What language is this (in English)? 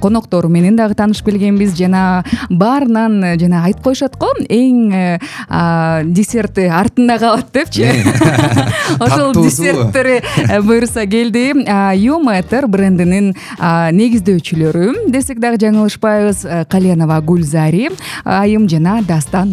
Kyrgyz